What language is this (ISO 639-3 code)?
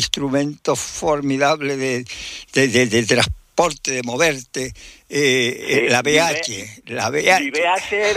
spa